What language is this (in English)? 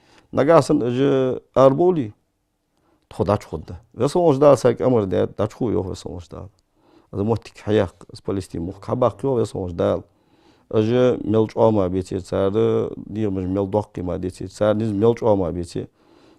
Ingush